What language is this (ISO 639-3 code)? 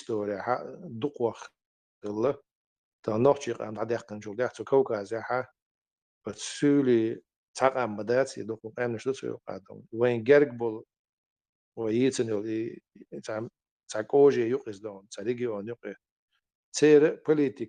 che